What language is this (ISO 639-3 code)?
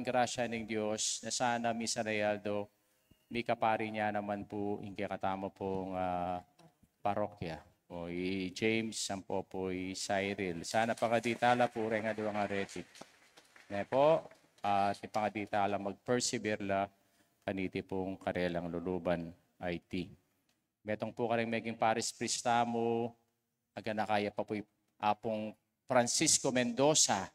pam